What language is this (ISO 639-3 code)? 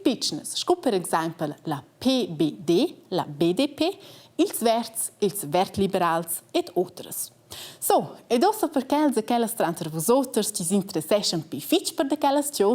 roh